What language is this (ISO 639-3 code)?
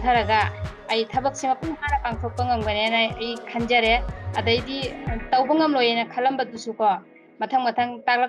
mni